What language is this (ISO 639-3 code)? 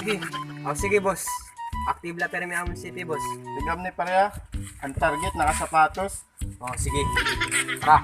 war